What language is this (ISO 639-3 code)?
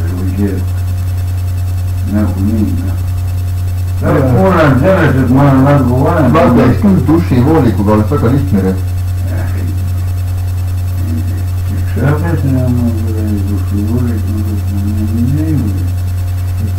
est